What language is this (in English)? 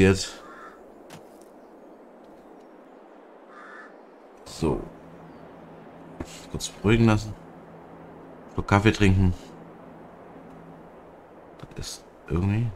German